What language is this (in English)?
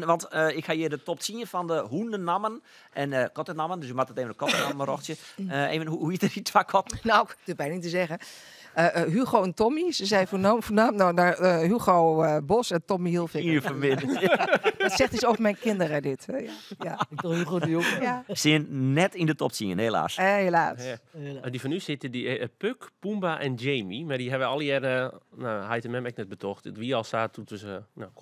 Western Frisian